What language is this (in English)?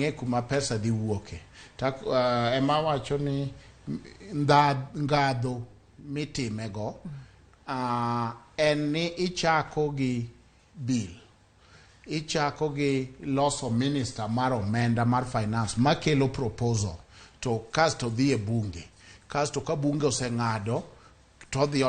Luo (Kenya and Tanzania)